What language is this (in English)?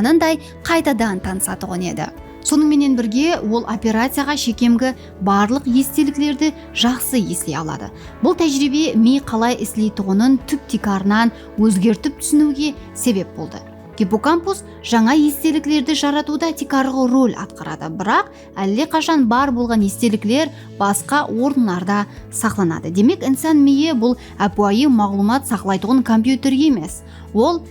Kara-Kalpak